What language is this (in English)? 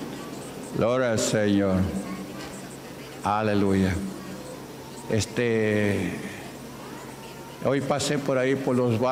Spanish